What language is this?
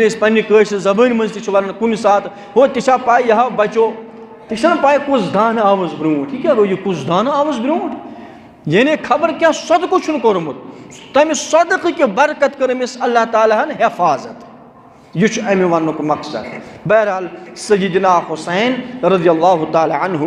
Kashmiri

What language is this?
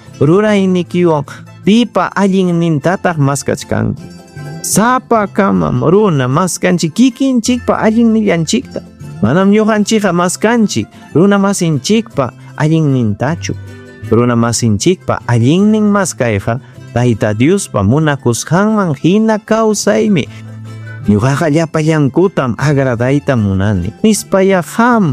Ayacucho Quechua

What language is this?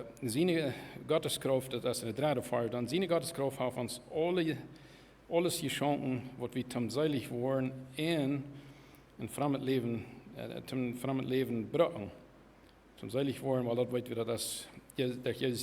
Plautdietsch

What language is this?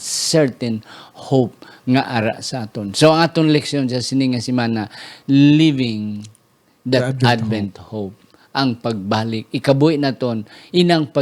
Hiligaynon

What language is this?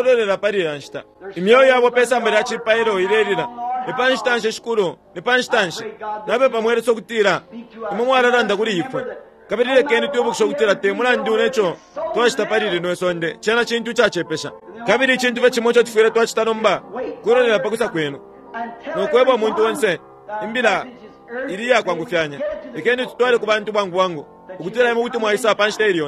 Bemba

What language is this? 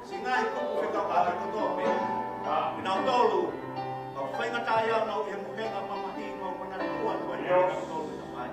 Tongan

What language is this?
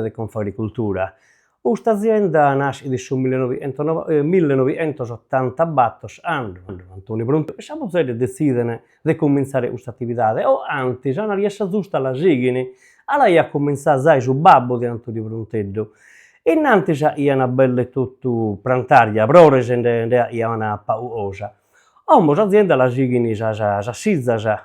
Sardinian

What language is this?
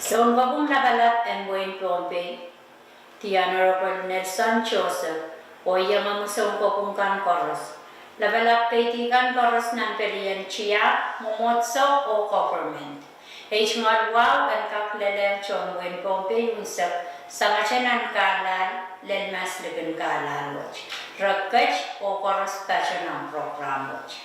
Pohnpeian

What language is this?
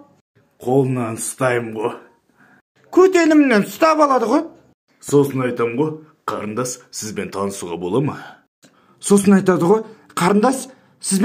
Kazakh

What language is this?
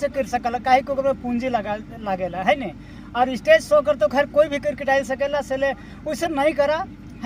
Sadri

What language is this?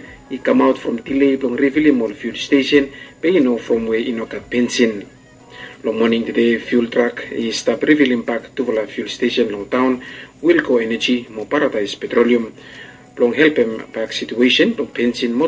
Bislama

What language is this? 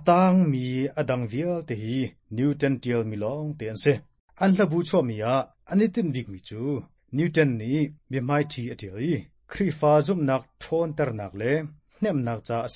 Hakha Chin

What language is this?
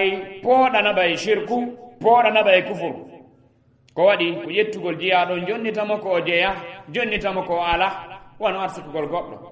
Fula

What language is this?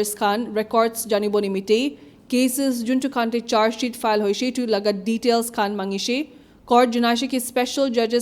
Naga Pidgin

